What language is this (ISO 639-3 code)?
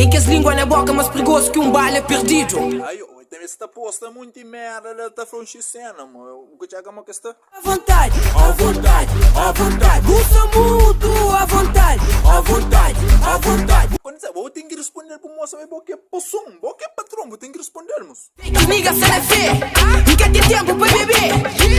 kea